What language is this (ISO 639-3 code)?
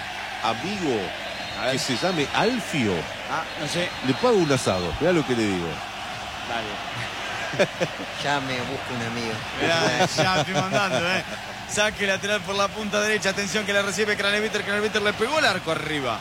spa